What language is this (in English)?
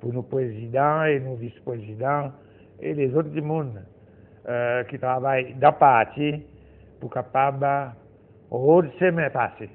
Seselwa Creole French